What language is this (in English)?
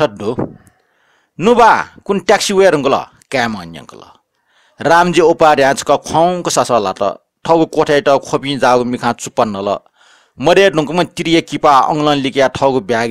Newari